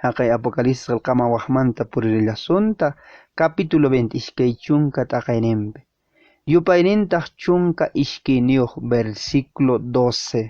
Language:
Quechua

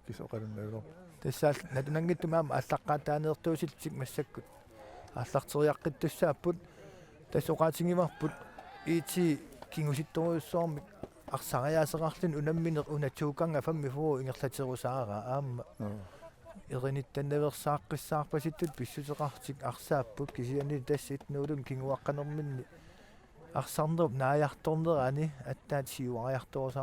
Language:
Kalaallisut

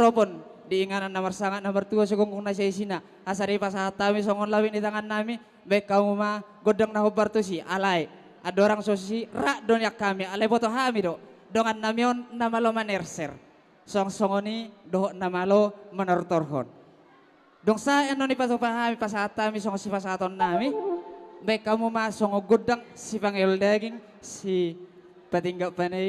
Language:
Batak Toba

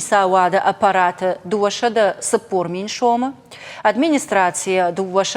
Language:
Ossetic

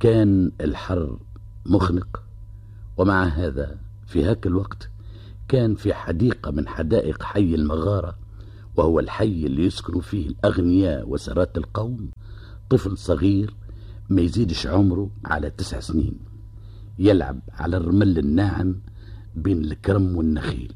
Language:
Tunisian Arabic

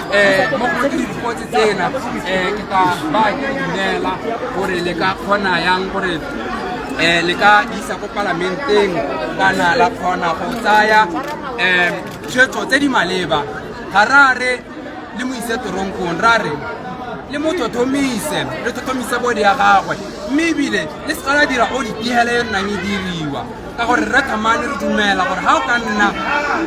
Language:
Tswana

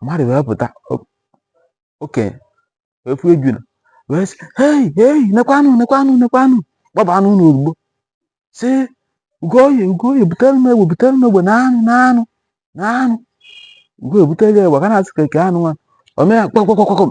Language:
Igbo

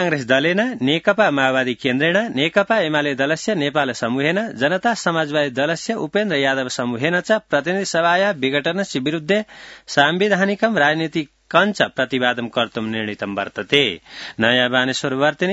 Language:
Sanskrit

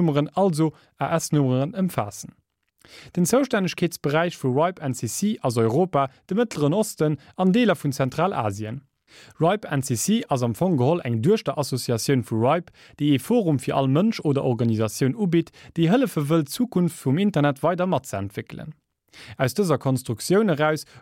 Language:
Luxembourgish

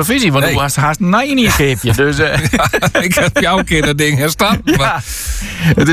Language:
Dutch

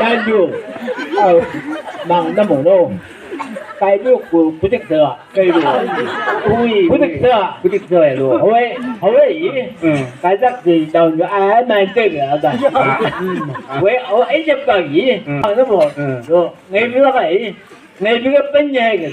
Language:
Chang Naga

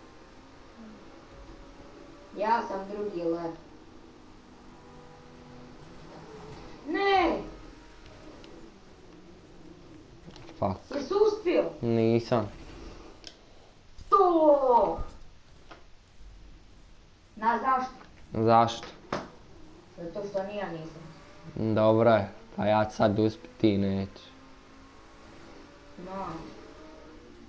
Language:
Croatian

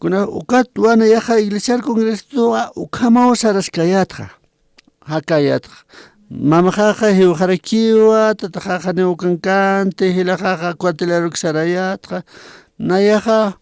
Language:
Aymara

